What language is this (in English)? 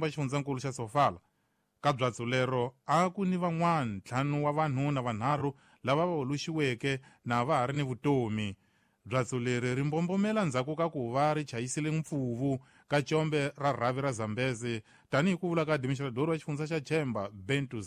Tsonga